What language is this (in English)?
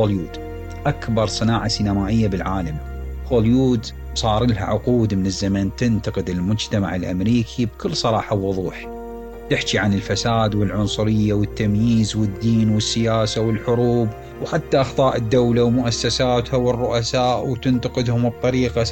Mesopotamian Arabic